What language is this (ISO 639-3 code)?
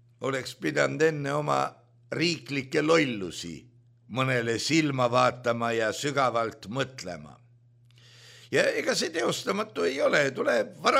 est